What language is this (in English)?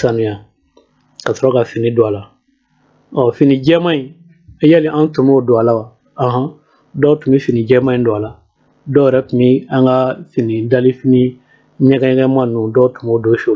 Bambara